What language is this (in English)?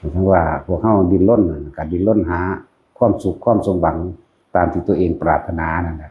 Lao